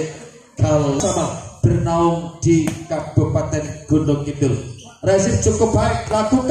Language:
Indonesian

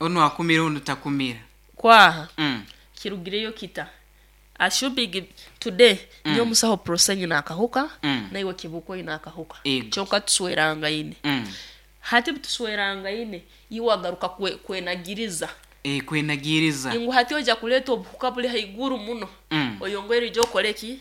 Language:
Nyankole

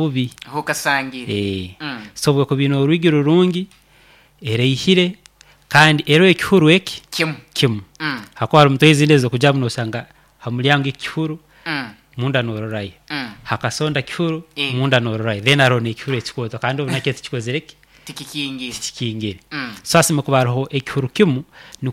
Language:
Nyoro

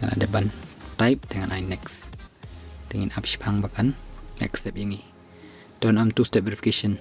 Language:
Khasi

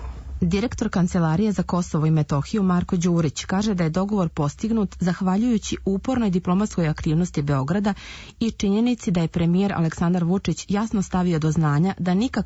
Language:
Serbian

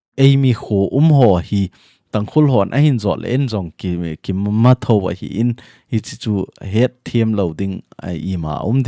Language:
Thado Chin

